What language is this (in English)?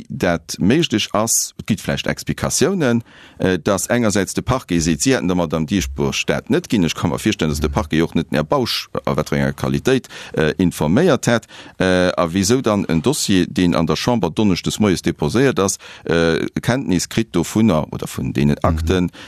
Luxembourgish